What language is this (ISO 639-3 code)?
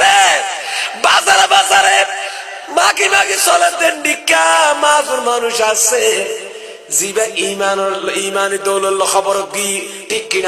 rhg